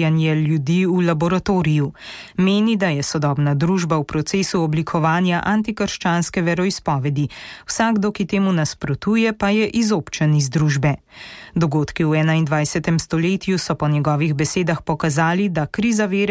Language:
Slovenian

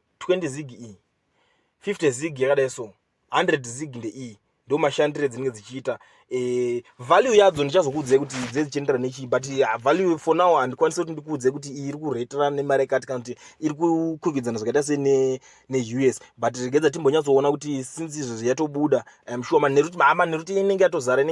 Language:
Shona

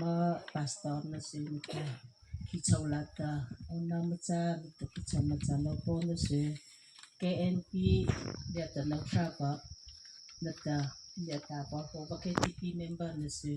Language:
Mara Chin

